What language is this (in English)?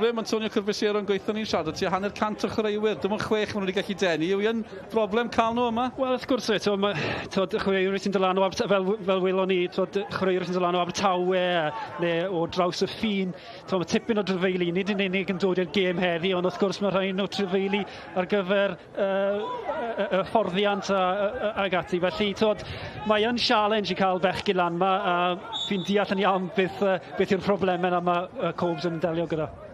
Welsh